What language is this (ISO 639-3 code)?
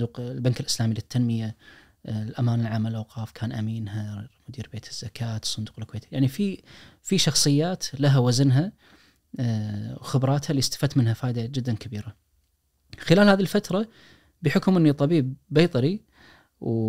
ars